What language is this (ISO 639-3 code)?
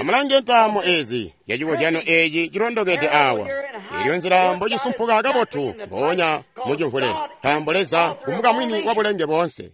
toi